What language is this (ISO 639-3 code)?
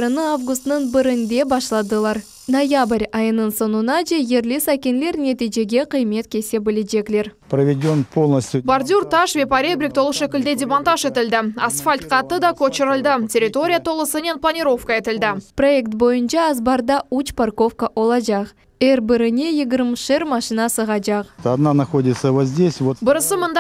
crh